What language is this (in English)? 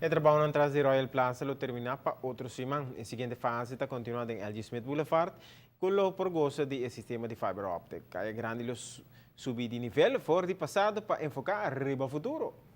Papiamento